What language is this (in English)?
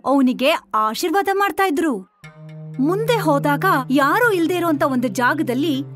Kannada